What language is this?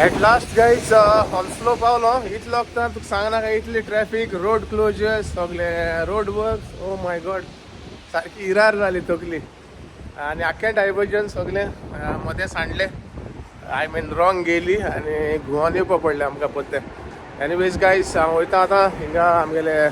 Konkani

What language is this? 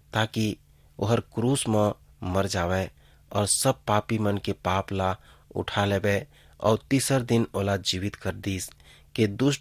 Chhattisgarhi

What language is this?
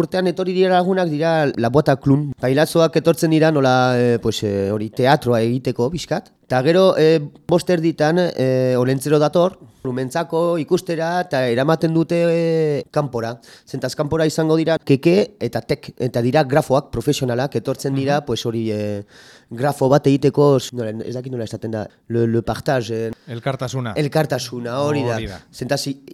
Basque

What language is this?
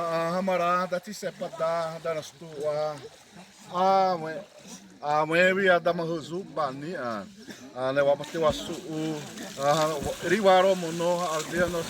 Xavánte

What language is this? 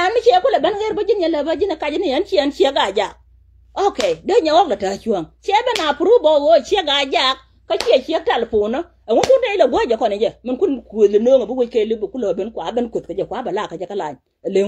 Nuer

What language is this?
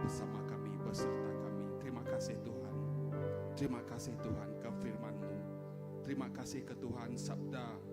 Iban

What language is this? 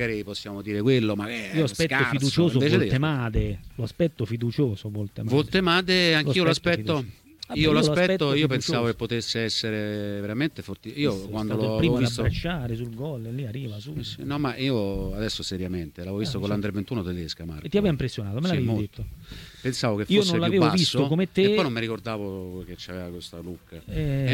Italian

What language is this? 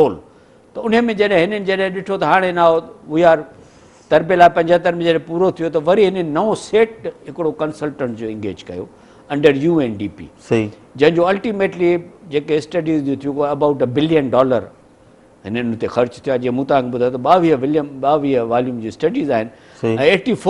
Sindhi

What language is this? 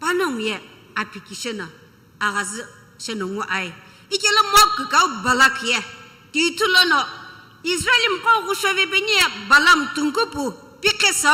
Sumi Naga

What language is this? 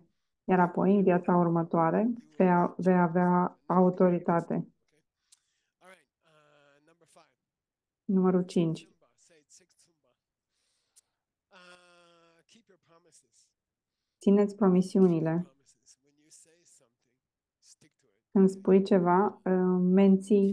Romanian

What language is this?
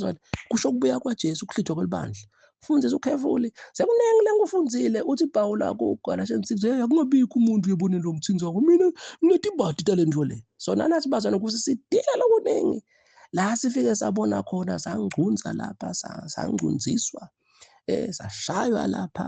Zulu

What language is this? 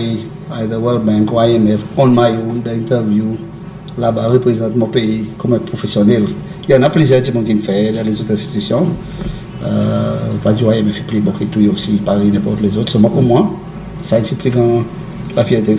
Seselwa Creole French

